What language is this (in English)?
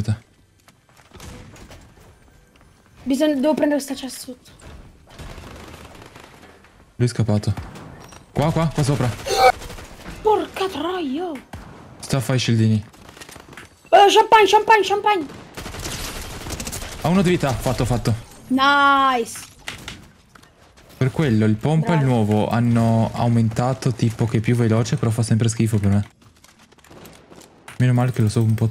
Italian